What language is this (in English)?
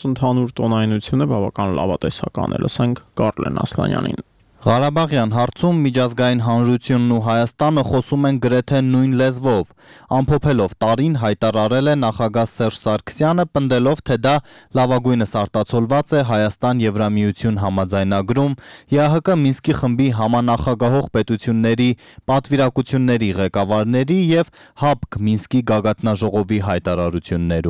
Armenian